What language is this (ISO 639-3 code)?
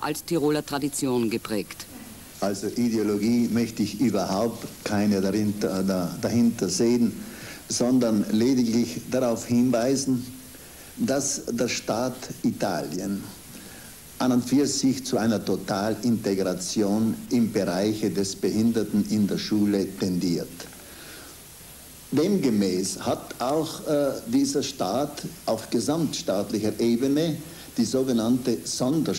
deu